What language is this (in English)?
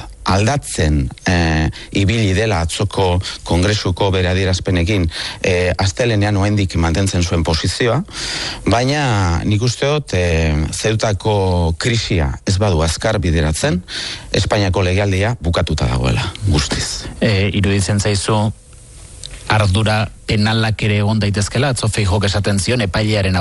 Basque